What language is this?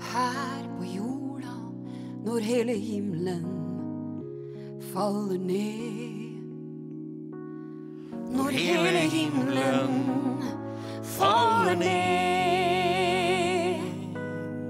Norwegian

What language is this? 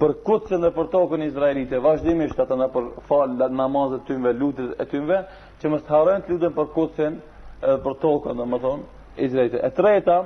Albanian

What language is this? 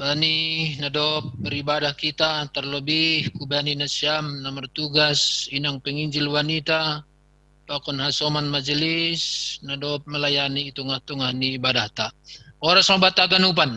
Batak Simalungun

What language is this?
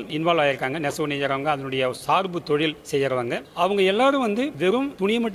Tamil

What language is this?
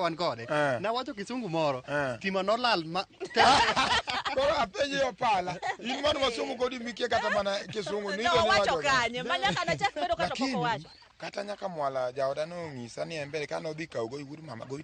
Luo (Kenya and Tanzania)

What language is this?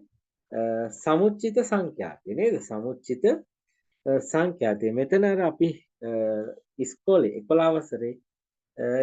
Sinhala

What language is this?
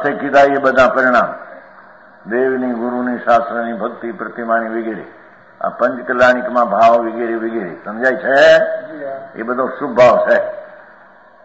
Gujarati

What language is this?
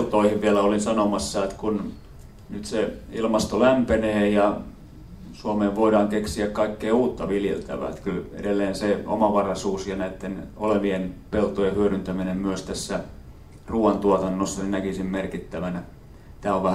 Finnish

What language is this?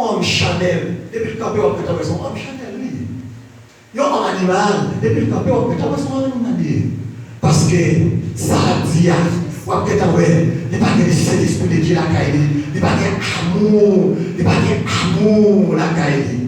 Haitian Creole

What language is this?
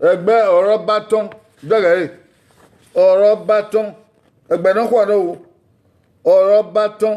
Bini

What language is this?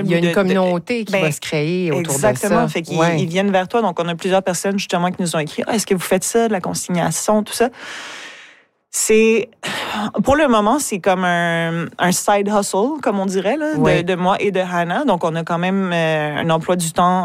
French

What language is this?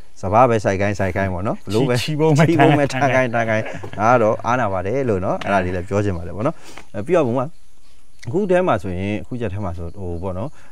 Burmese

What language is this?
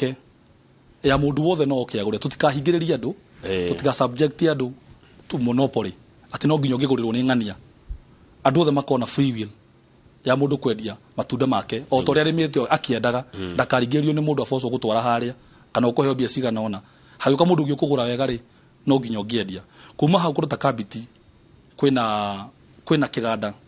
Kikuyu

